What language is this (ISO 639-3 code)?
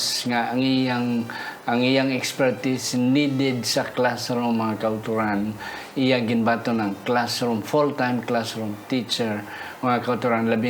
hil